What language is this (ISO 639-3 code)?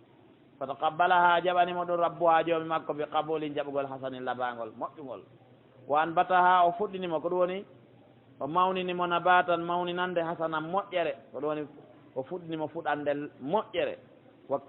fuf